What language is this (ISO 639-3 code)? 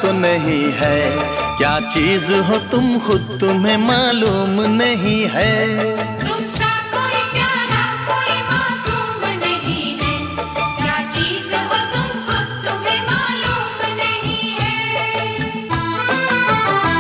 hin